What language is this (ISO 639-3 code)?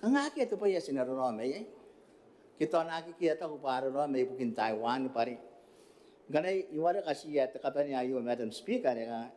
gil